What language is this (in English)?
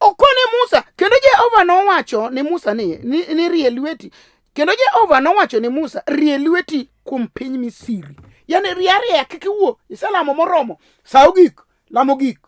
Luo (Kenya and Tanzania)